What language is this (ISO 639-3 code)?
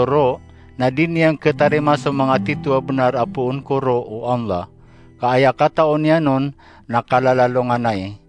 mrw